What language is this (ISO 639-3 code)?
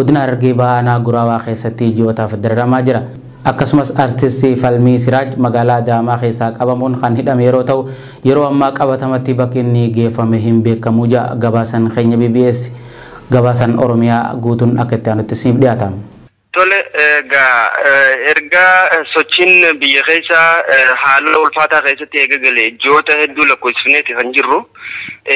orm